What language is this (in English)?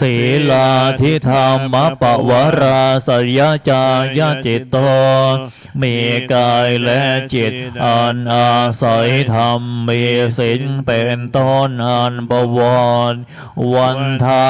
Thai